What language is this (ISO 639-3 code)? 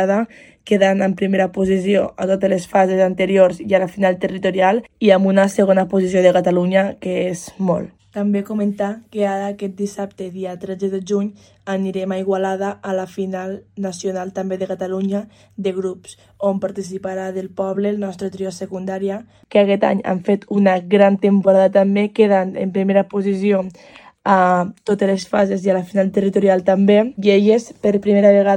cat